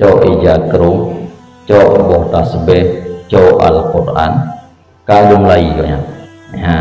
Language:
Achinese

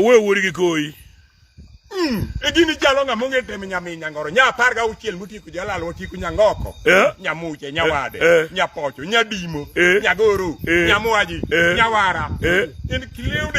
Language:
Luo (Kenya and Tanzania)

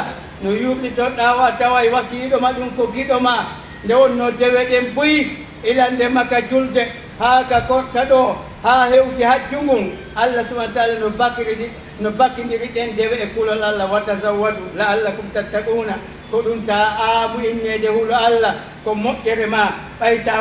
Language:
Pular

